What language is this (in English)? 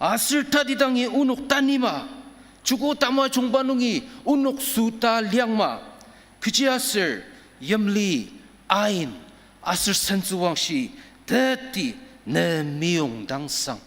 Ao Naga